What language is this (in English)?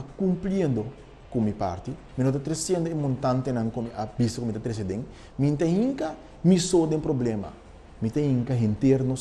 Papiamento